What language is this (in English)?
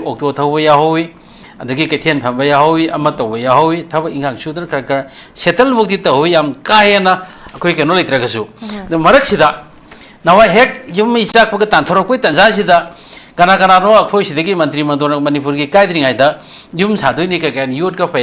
Manipuri